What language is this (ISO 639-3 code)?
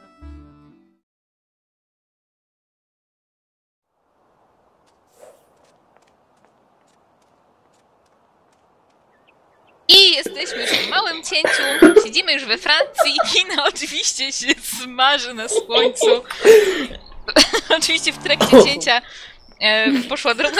pol